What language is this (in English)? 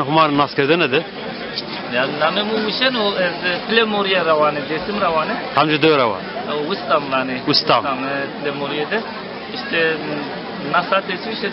Zaza